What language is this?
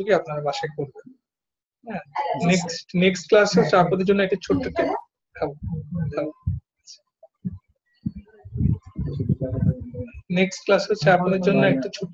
Bangla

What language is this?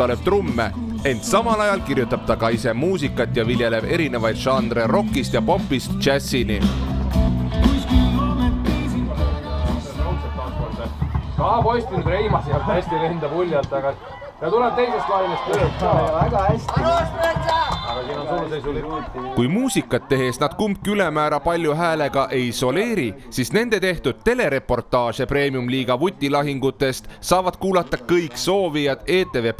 Estonian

